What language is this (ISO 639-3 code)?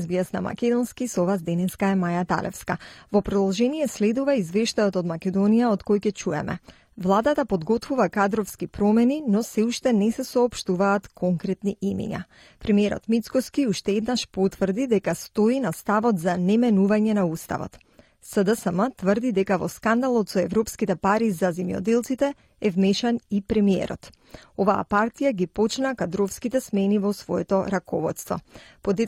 mkd